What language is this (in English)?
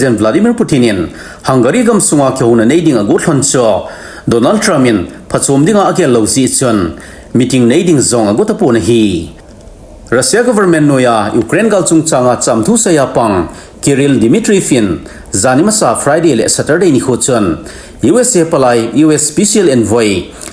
Thado Chin